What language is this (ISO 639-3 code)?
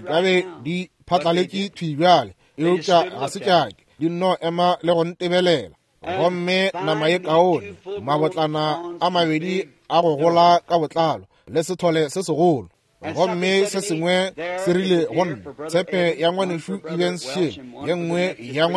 nso